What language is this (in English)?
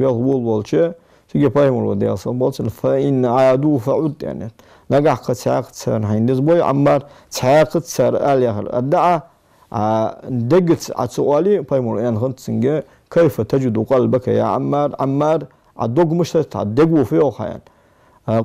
Ingush